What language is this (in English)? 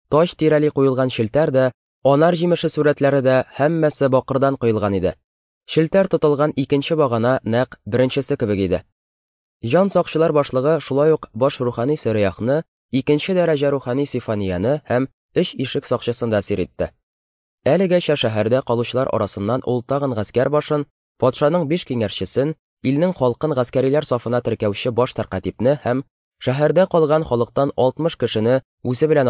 Tatar